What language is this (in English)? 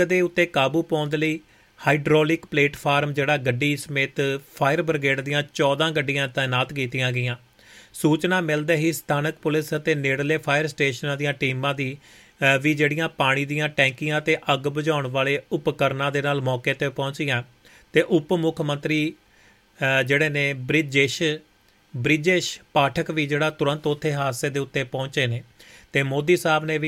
Punjabi